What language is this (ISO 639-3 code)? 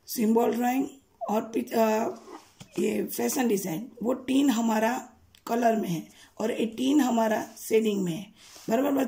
hin